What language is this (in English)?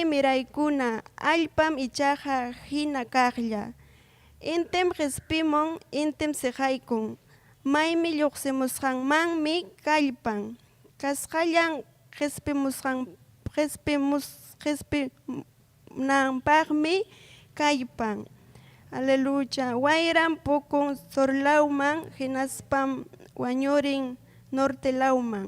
Ayacucho Quechua